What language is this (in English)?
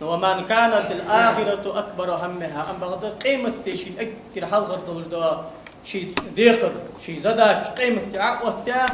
Ingush